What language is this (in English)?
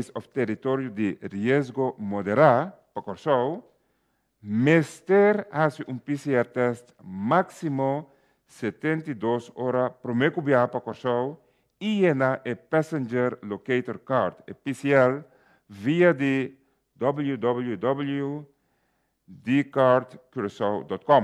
Papiamento